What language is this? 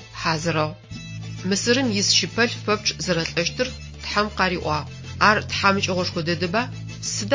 Adyghe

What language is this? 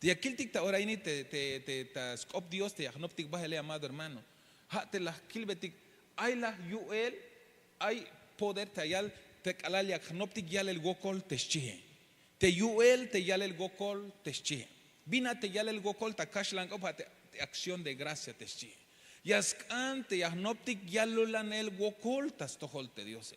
Tzeltal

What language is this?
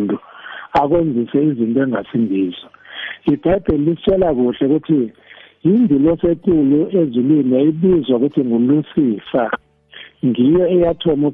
South Ndebele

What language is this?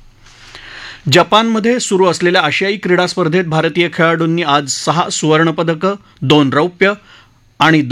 Marathi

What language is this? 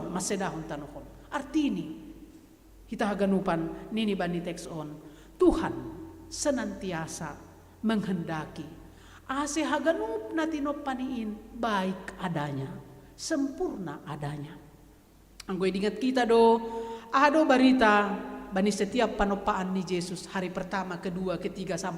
Batak Simalungun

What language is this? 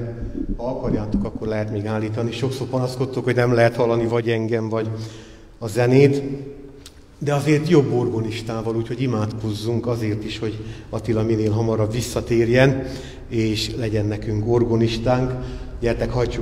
Hungarian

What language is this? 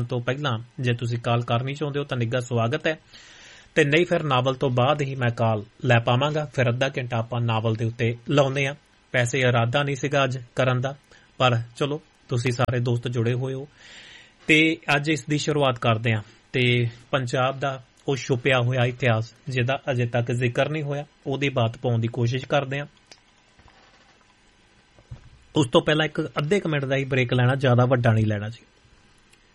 Punjabi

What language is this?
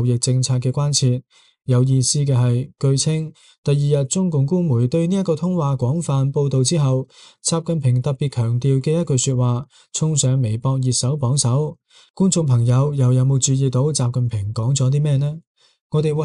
Cantonese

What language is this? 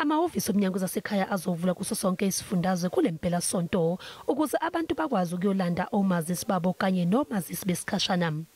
Zulu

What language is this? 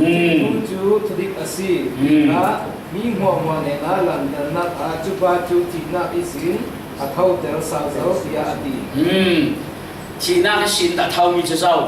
Falam Chin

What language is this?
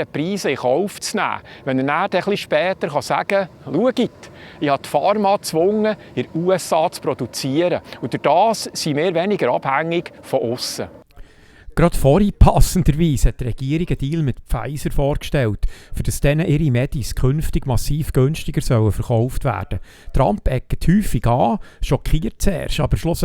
Swiss German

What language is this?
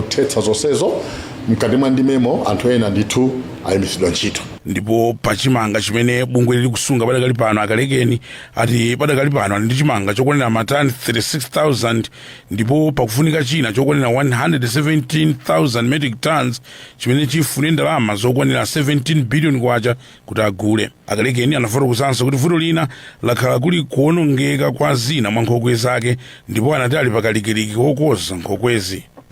Nyanja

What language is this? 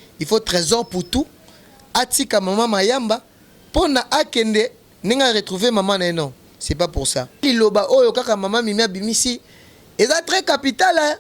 Lingala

